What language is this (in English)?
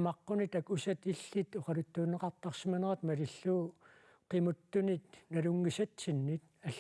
Kalaallisut